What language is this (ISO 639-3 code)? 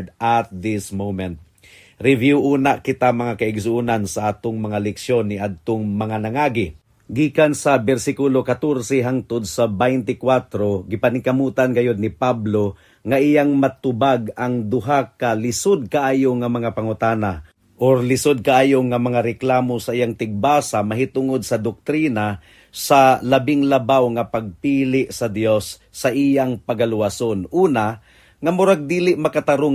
ceb